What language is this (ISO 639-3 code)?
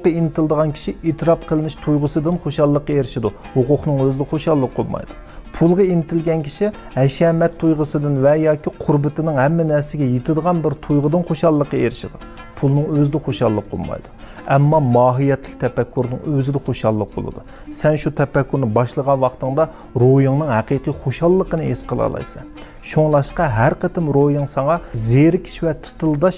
uig